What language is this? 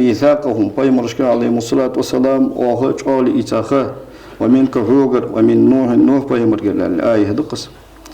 Ingush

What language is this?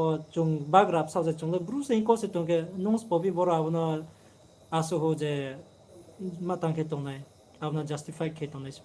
Riang (India)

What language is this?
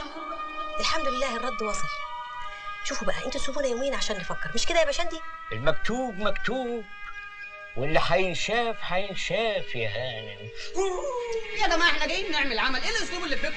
Egyptian Arabic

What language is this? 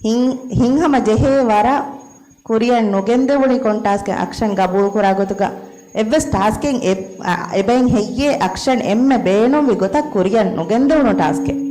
Divehi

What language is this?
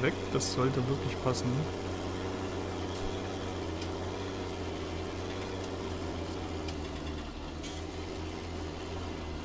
German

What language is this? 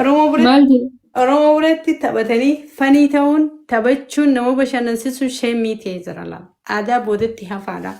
Oromo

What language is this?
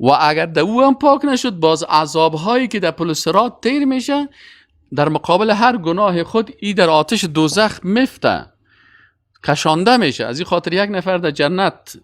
Persian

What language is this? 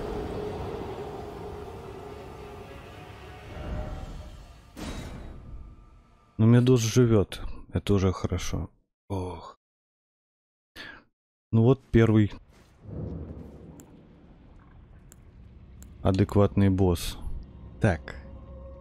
Russian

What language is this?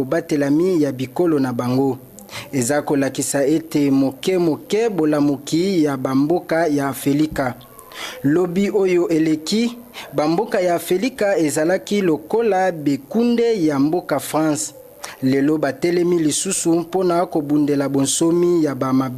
Lingala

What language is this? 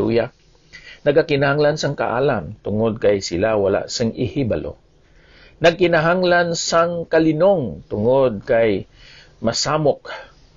Hiligaynon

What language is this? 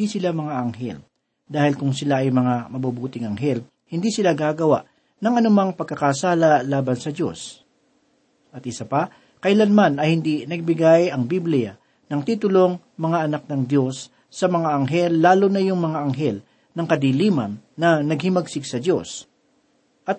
Filipino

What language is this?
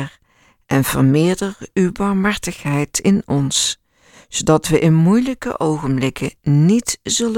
Dutch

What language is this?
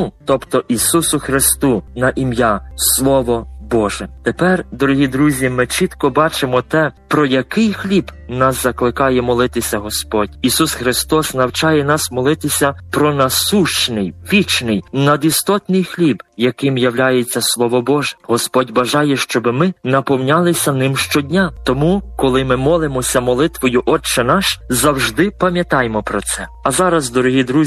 Ukrainian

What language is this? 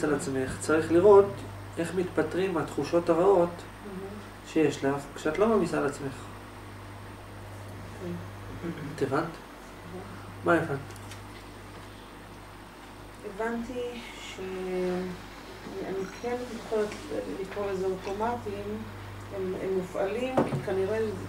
Hebrew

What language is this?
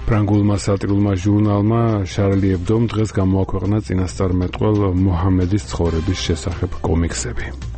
Georgian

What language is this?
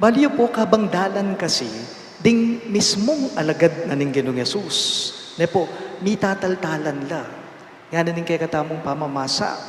Pampanga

